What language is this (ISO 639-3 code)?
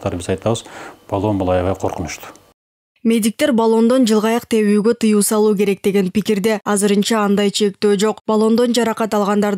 kir